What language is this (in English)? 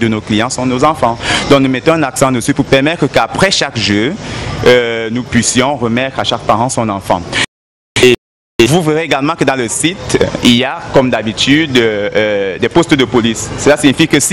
French